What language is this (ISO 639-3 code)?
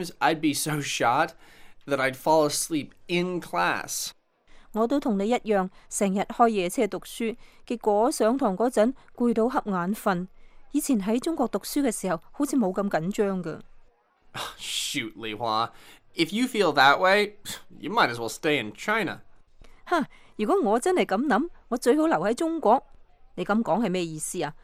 yue